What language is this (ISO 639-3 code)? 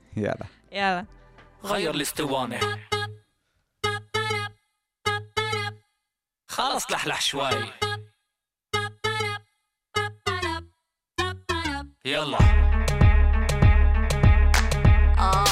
heb